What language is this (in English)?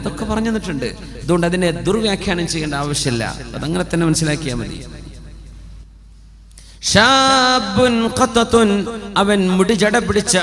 Malayalam